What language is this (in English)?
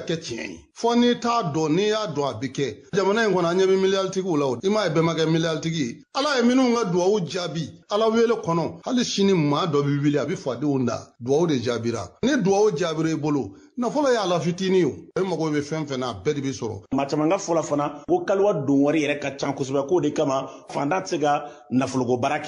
Bambara